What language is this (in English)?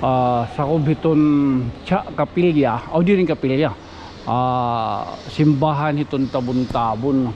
Waray